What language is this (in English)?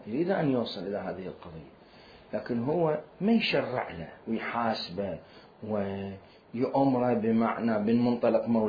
Mesopotamian Arabic